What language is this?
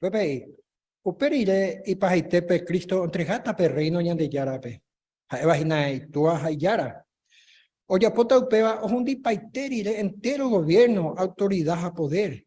Guarani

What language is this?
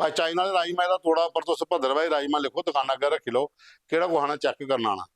Dogri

